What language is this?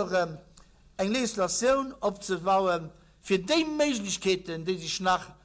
Luxembourgish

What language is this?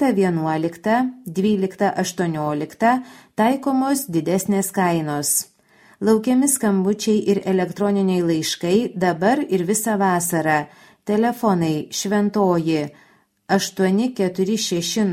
Lithuanian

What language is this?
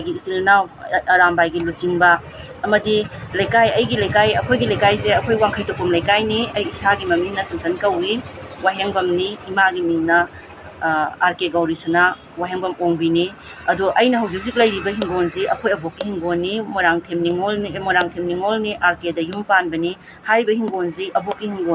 Manipuri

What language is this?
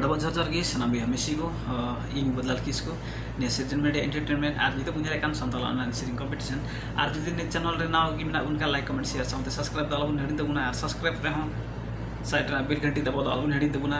Santali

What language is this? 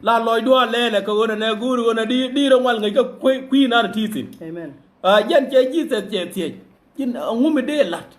Nuer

